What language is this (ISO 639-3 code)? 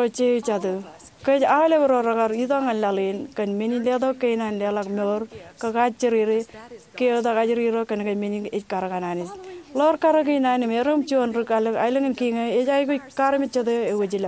mah